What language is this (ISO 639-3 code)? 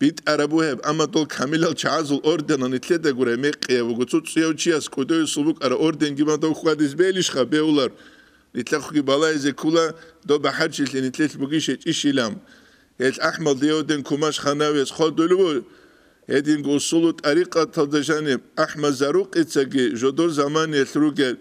ava